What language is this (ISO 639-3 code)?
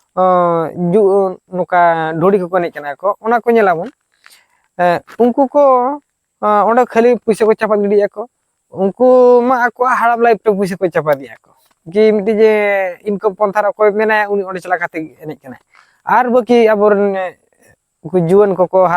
sat